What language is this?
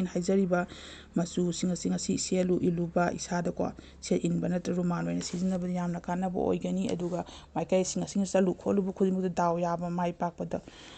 Manipuri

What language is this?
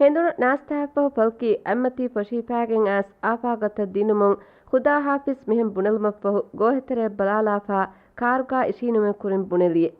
Divehi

